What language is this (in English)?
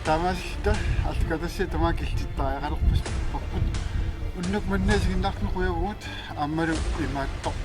Kalaallisut